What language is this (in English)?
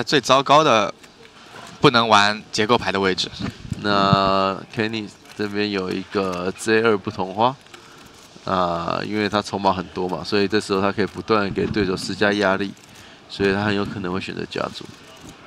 Chinese